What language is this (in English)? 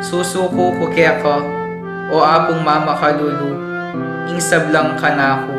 Pampanga